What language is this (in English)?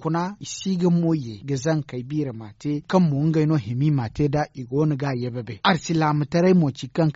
Zarma